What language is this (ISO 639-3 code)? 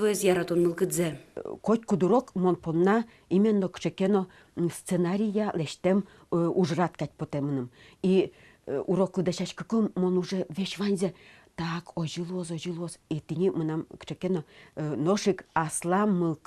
udm